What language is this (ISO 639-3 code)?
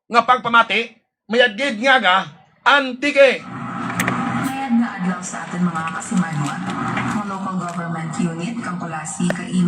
hil